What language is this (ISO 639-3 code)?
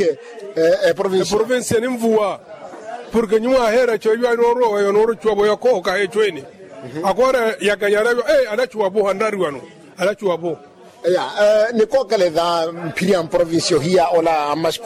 vmw